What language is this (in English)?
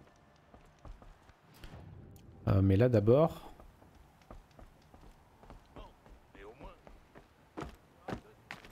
French